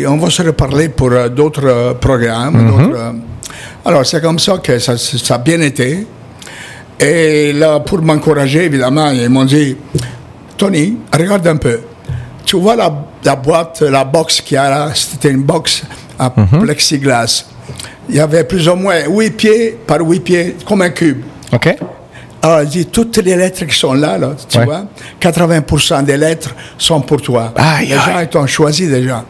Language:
French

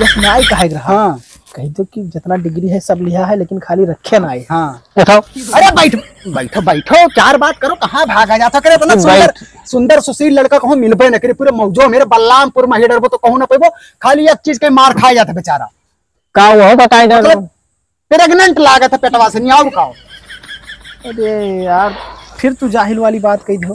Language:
Awadhi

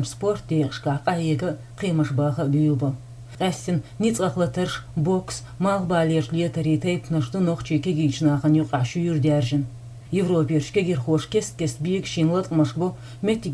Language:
Chechen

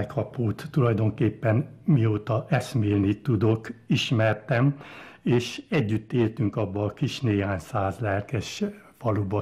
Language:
Hungarian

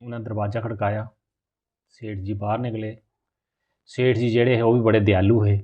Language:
Dogri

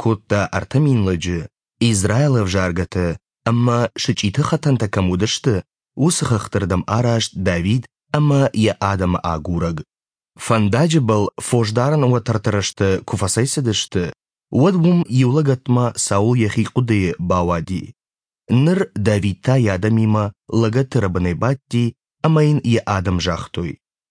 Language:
Ossetic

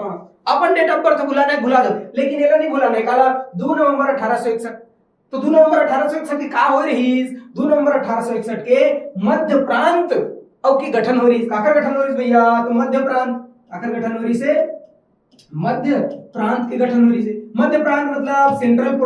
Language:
Chhattisgarhi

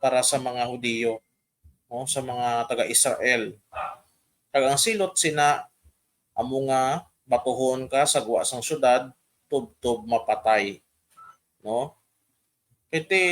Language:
Hiligaynon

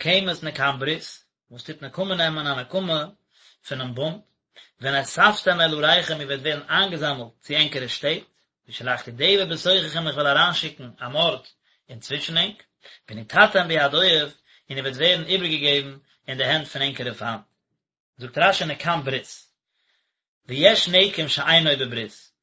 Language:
Yiddish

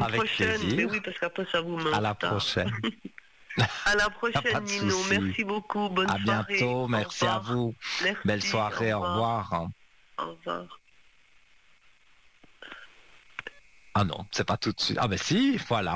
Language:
French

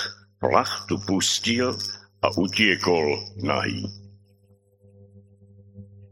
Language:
Slovak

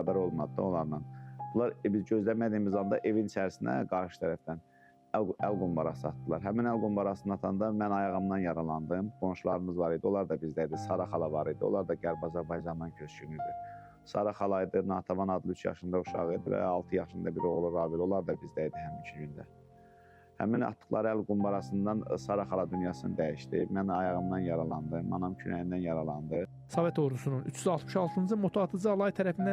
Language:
Azerbaijani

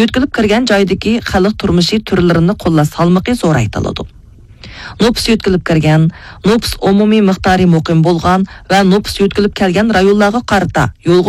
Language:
Uyghur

